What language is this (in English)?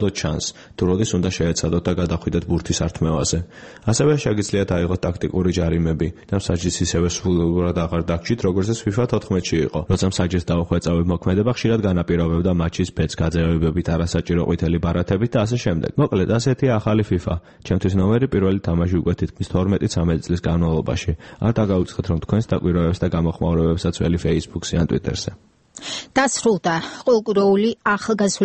Georgian